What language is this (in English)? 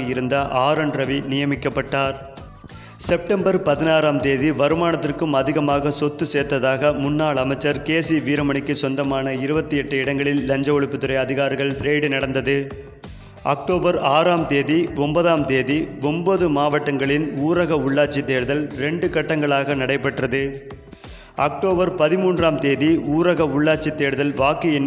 Tamil